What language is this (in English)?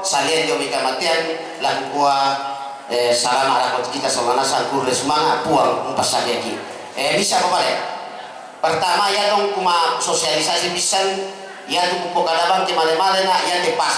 Toraja-Sa'dan